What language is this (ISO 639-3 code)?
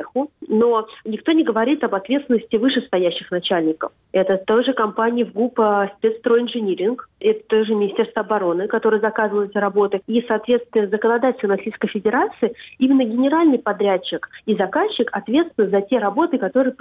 rus